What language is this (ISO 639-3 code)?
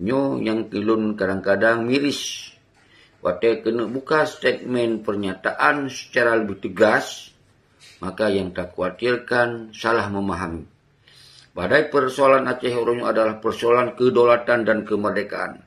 ace